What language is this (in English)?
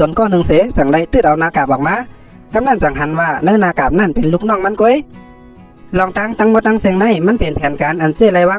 Shan